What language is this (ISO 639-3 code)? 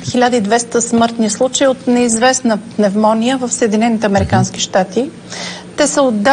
bul